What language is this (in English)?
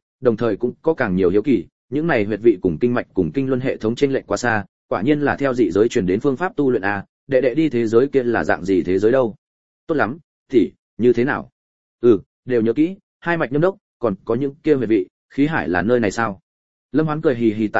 Vietnamese